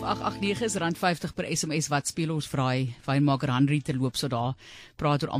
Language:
Afrikaans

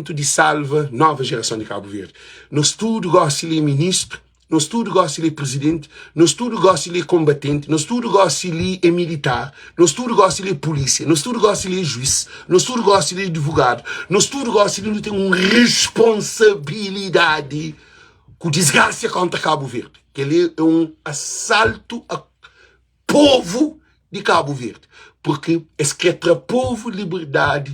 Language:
Kabuverdianu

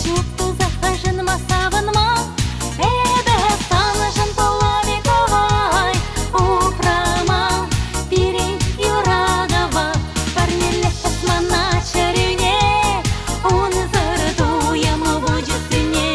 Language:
Chuvash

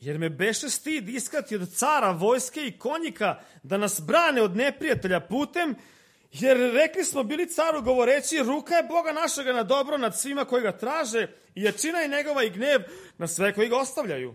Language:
Serbian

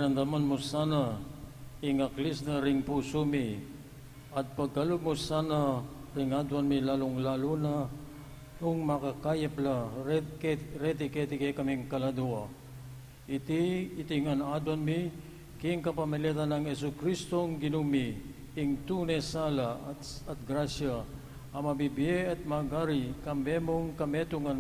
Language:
Pampanga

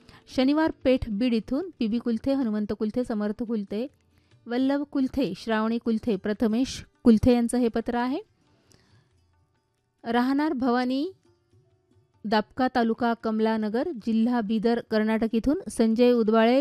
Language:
Marathi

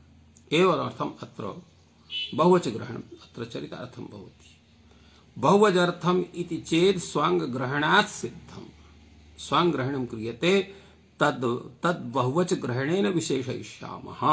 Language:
Sanskrit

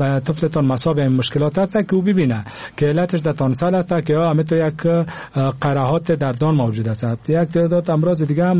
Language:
Persian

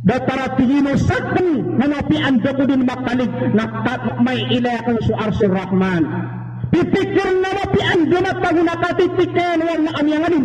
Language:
Maranao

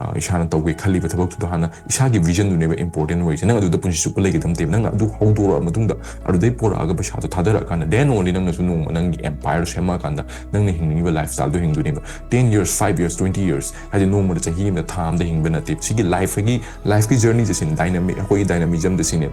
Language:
Manipuri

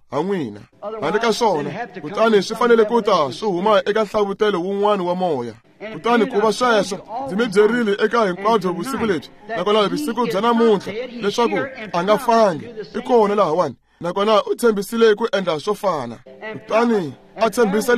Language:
Tsonga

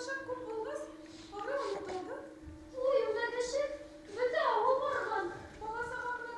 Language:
Bashkir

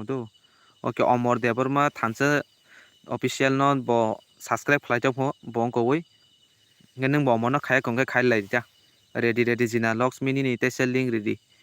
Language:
Kok Borok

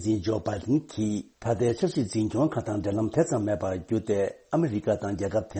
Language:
Tibetan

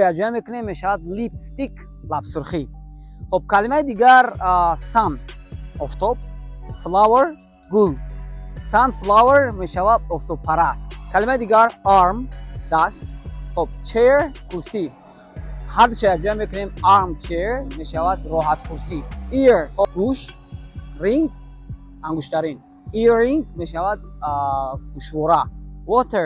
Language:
Tajik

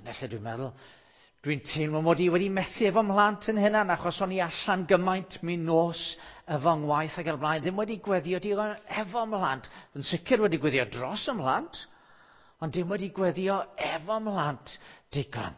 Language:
Welsh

